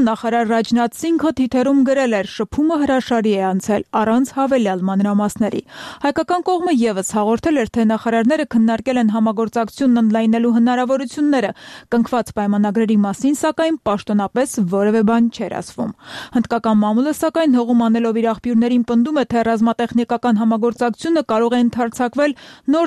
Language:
Armenian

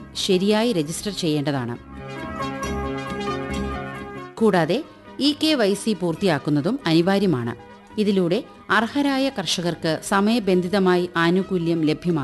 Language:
Malayalam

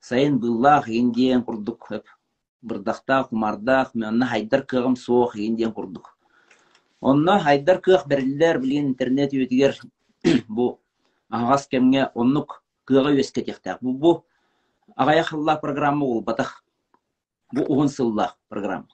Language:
Yakut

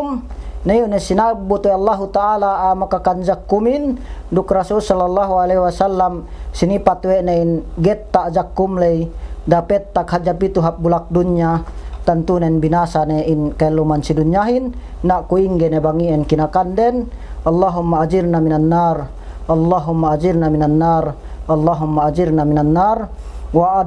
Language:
Yakan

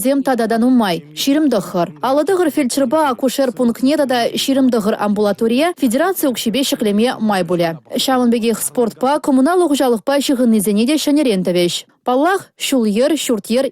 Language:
Chuvash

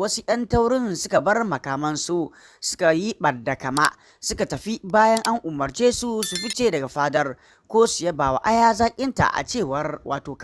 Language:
Hausa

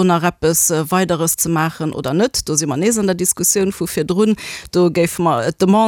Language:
Luxembourgish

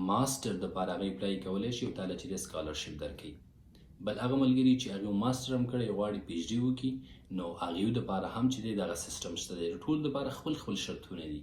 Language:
Pashto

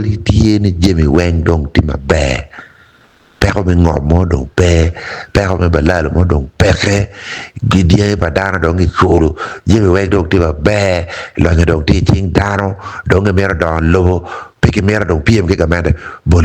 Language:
Acoli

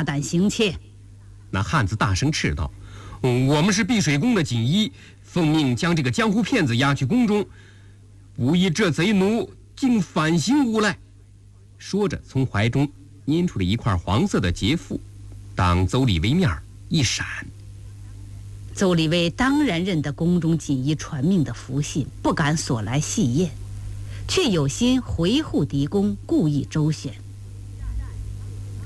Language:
Chinese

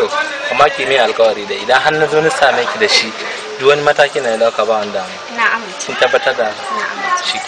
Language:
Hausa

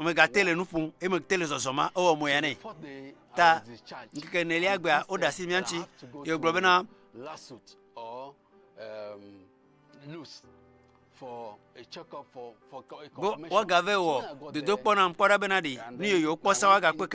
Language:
Ewe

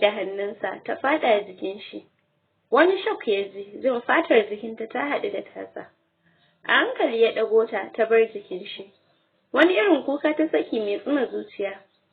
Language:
Hausa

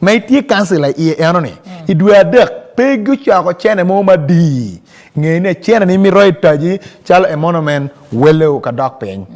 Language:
Acoli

